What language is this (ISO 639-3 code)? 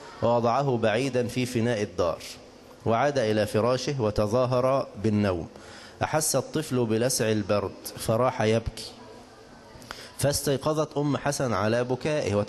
ara